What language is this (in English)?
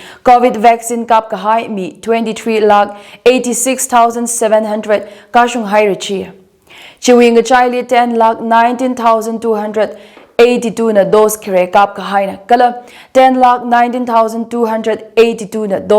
Tangkhul Naga (India)